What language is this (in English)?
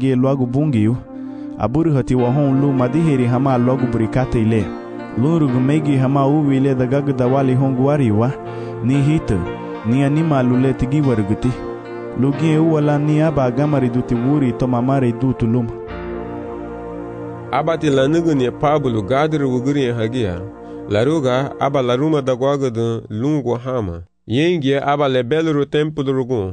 Garifuna